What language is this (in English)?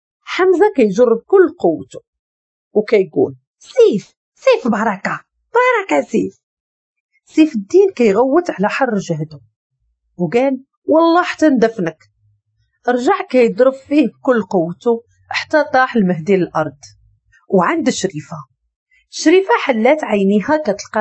Moroccan Arabic